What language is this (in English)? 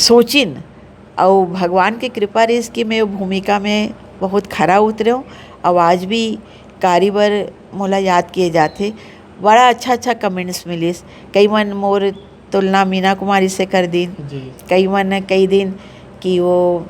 Chhattisgarhi